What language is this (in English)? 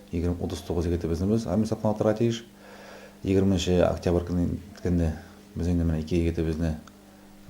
Tatar